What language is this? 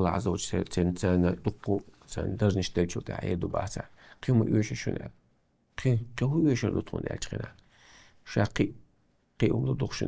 Chechen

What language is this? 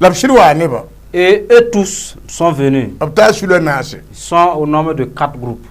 Mossi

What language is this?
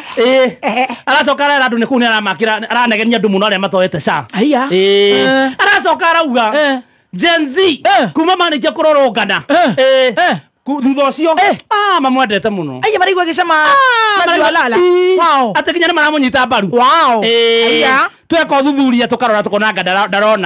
Kikuyu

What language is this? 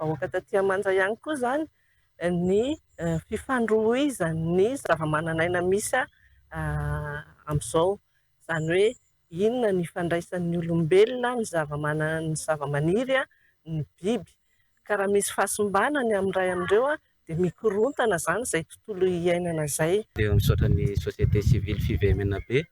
Malagasy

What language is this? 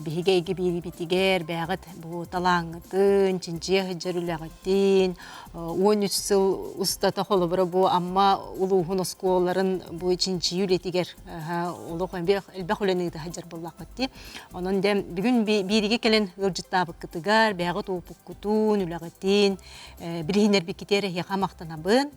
Yakut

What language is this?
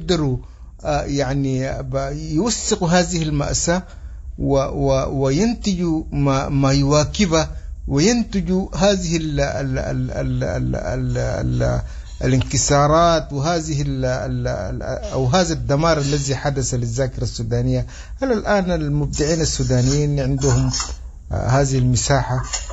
Sudanese Arabic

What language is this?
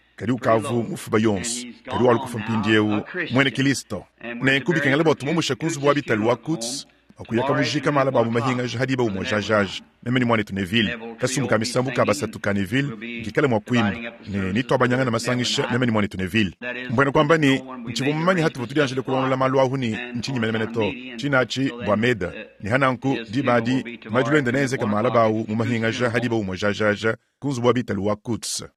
Luba-Lulua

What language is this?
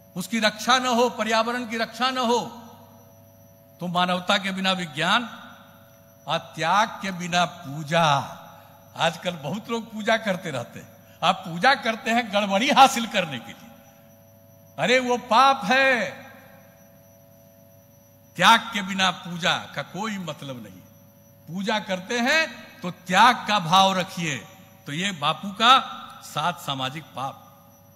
Hindi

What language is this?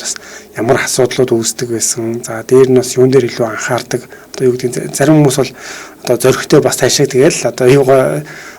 Mongolian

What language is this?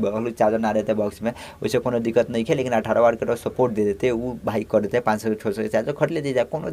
Bhojpuri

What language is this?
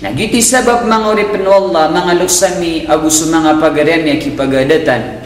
Maranao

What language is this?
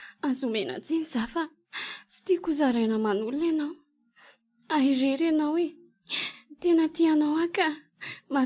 Malagasy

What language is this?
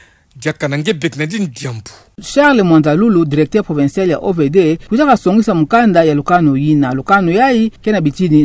Kituba (Democratic Republic of Congo)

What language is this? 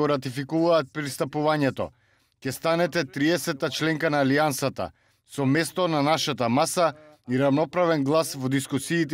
Macedonian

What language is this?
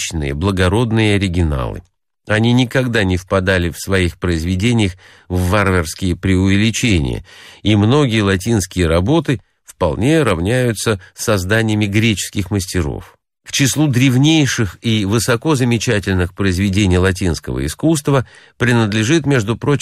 Russian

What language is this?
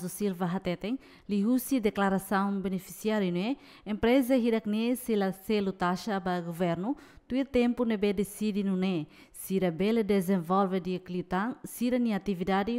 Tetum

